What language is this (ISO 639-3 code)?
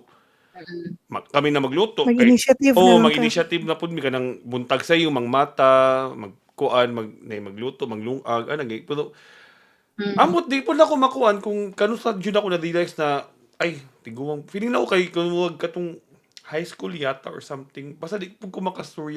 ceb